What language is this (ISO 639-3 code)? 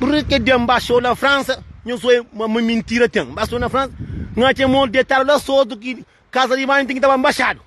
kea